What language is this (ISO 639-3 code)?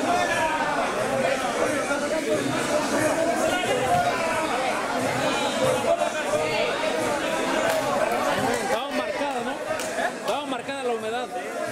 spa